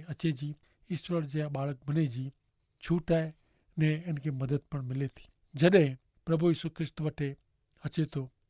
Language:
Kachhi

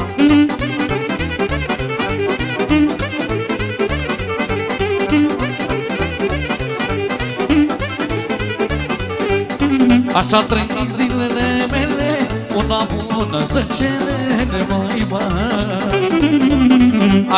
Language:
Romanian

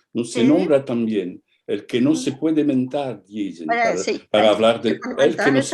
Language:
Ladino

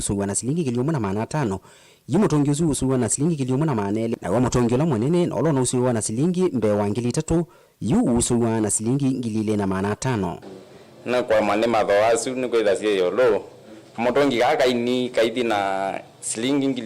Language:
Kamba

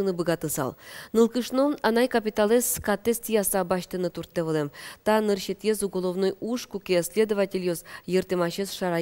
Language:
Udmurt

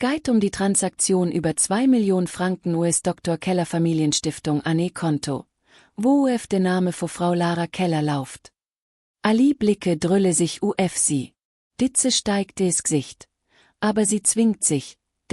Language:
Swiss German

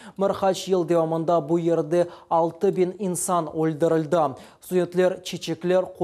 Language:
Crimean Tatar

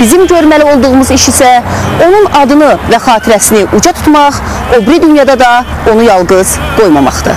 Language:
Azerbaijani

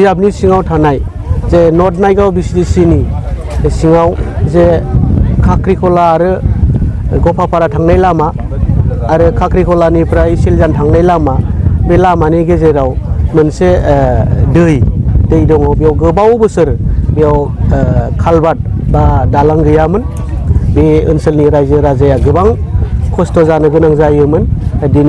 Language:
Bodo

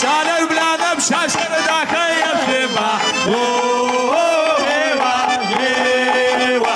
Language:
Kabardian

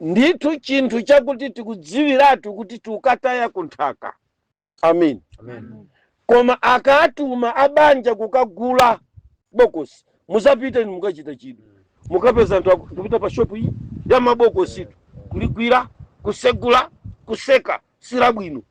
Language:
Nyanja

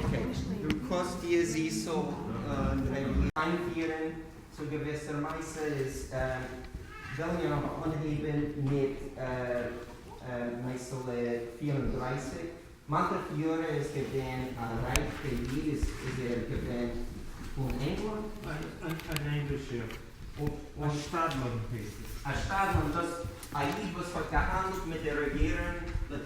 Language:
Yiddish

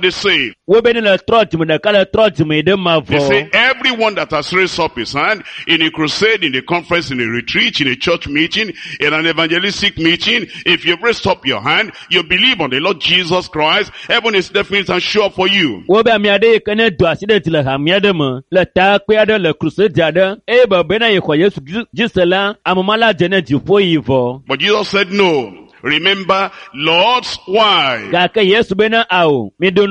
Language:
Ewe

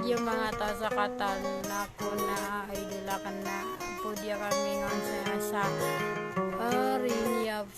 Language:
Maranao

